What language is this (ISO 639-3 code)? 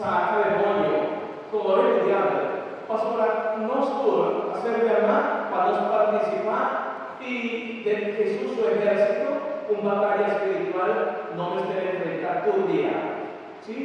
pap